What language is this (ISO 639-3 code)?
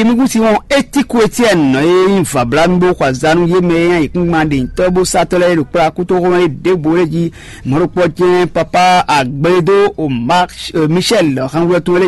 fon